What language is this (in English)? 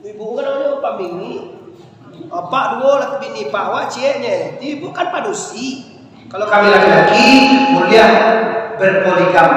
Minangkabau